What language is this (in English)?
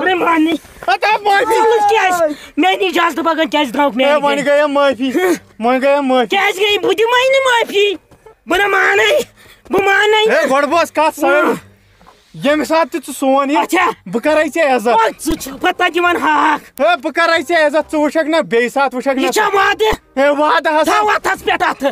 Kashmiri